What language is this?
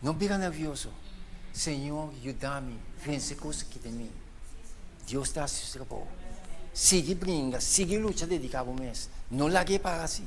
Papiamento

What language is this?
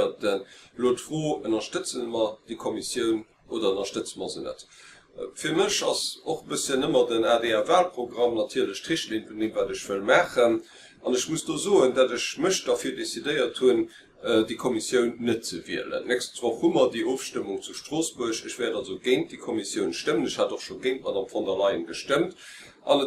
Luxembourgish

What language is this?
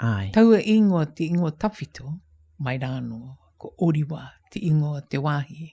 Māori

